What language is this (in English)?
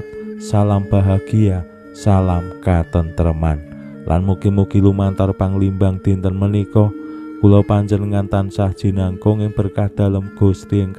Javanese